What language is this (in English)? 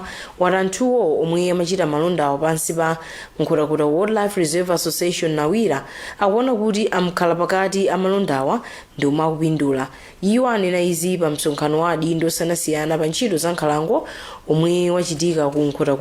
Nyanja